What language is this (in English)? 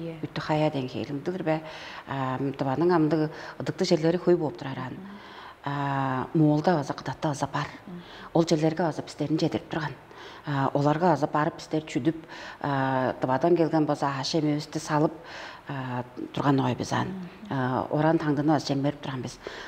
Tuvinian